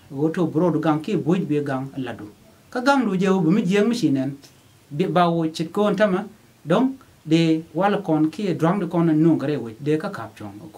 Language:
Nuer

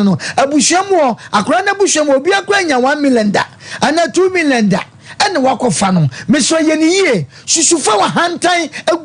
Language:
Akan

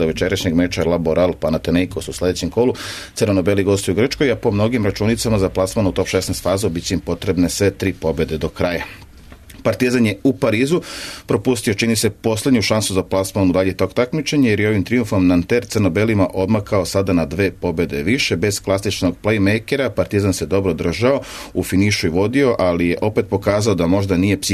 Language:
Serbian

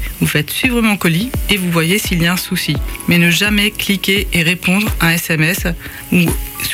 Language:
French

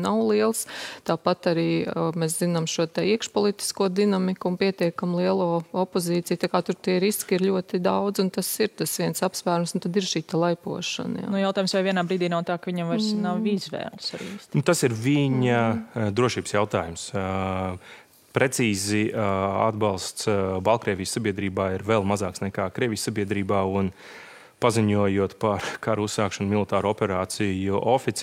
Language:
Latvian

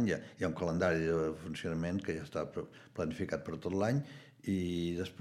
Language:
Catalan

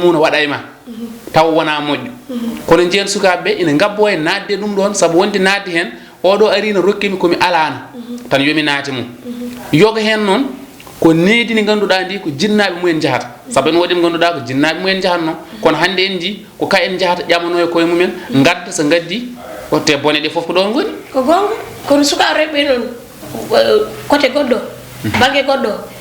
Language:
Fula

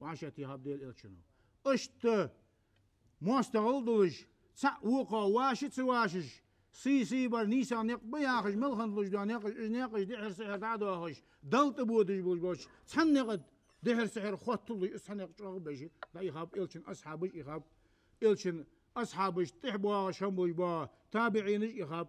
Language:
Ingush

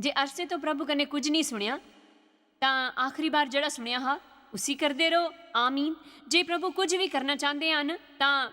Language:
Dogri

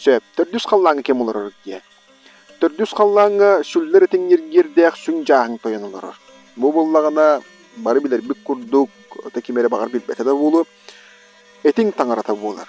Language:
Yakut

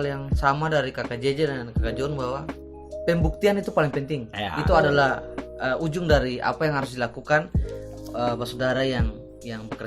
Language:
Ambonese Malay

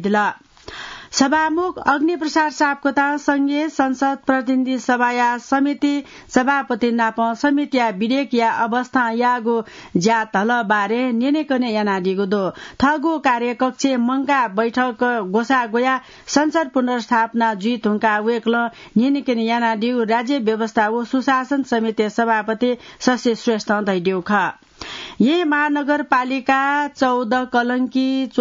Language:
Newari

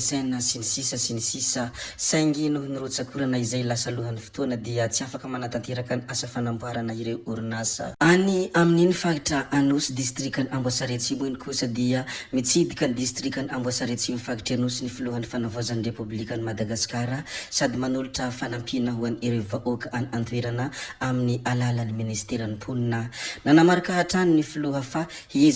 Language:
Malagasy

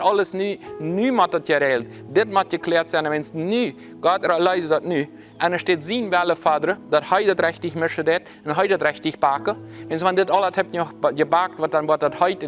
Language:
Plautdietsch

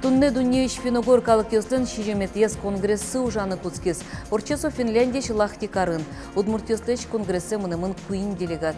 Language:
Udmurt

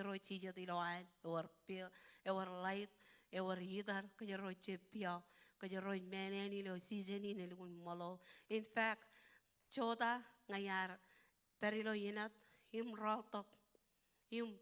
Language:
Marshallese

